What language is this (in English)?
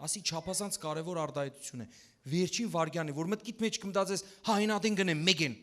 Western Armenian